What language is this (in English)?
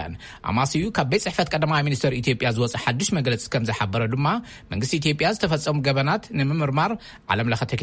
Tigrinya